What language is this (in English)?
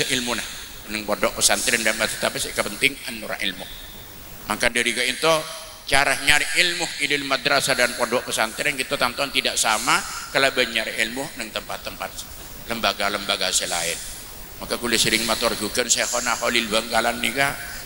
Madurese